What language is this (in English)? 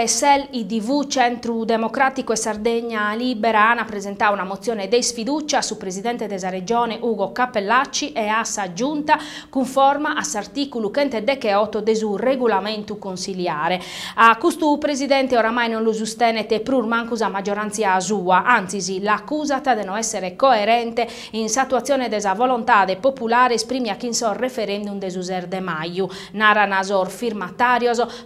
Sardinian